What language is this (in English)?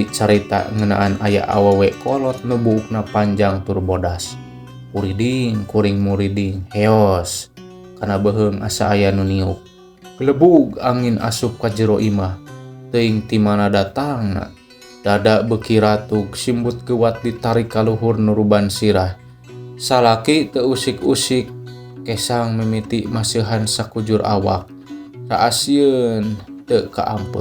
Sundanese